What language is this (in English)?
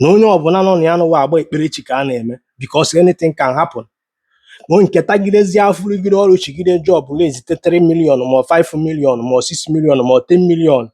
Igbo